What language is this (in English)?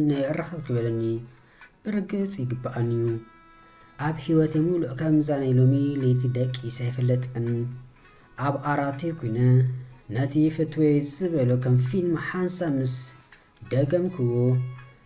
Tigrinya